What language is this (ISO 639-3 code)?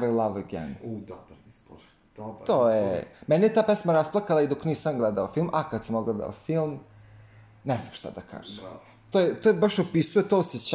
srp